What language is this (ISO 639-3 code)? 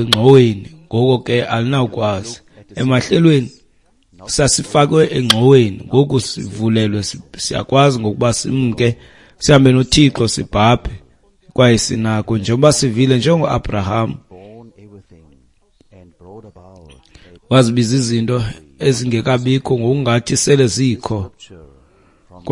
xho